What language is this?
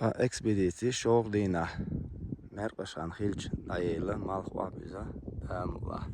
Chechen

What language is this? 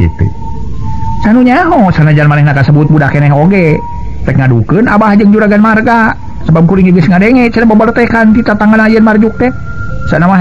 Sundanese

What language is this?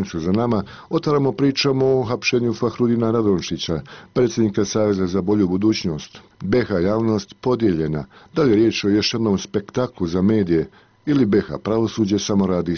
Bosnian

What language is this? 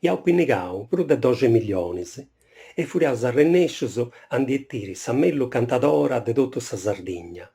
Sardinian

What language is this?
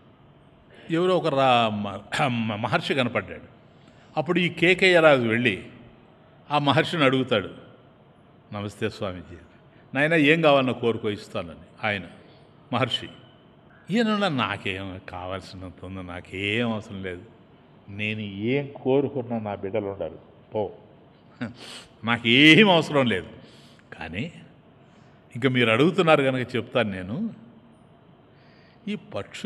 Telugu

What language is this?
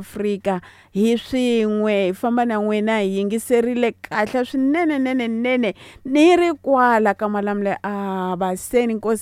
Tsonga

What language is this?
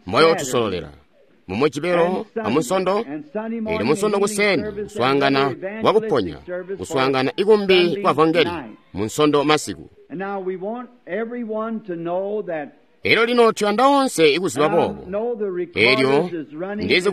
Tonga (Zambia)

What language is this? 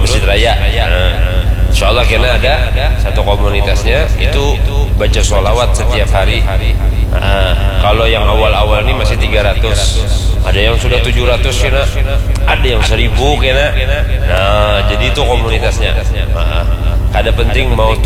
Banjar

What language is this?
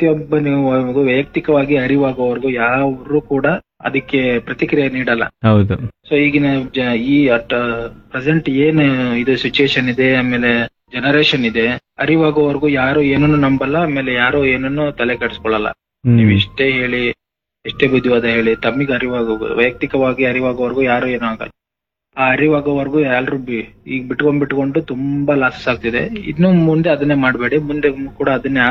Kannada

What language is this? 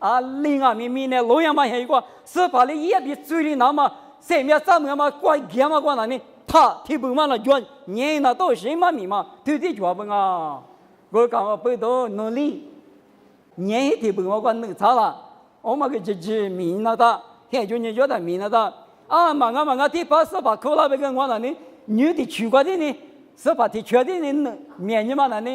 Lisu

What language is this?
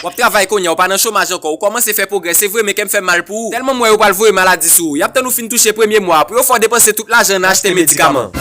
Haitian Creole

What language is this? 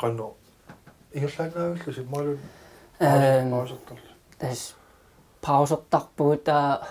Kalaallisut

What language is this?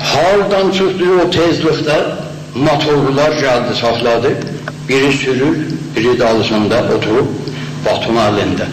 South Azerbaijani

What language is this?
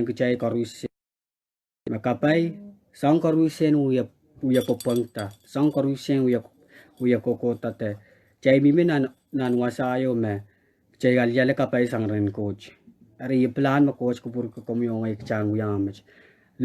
Pohnpeian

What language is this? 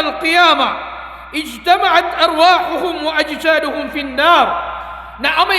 Maranao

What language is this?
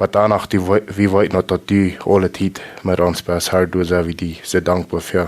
Plautdietsch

